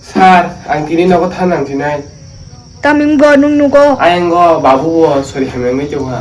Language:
Kok Borok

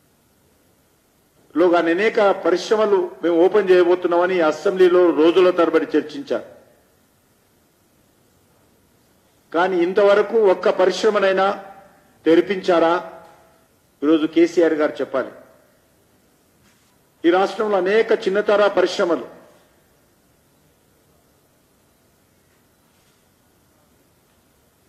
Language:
Telugu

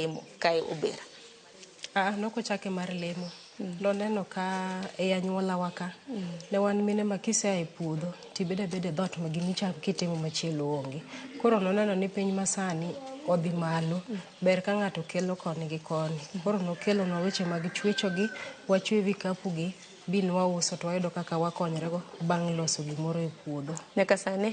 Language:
Luo (Kenya and Tanzania)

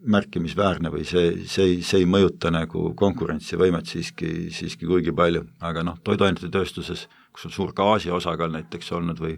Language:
Estonian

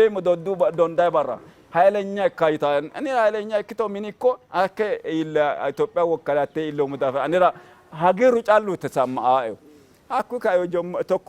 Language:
Sidamo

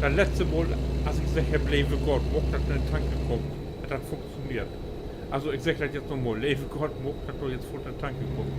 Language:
Low German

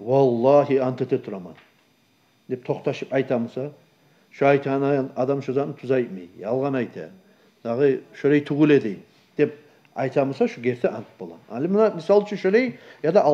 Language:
Kumyk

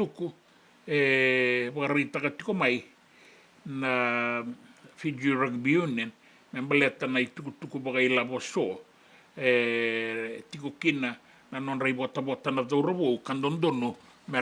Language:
Fijian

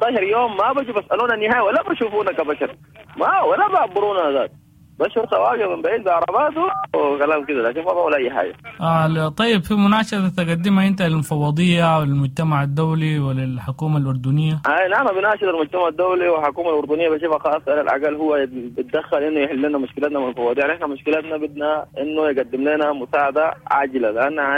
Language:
Sudanese Arabic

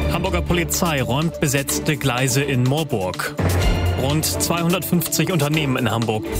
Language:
German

